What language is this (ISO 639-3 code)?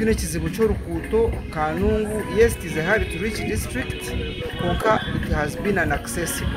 nyn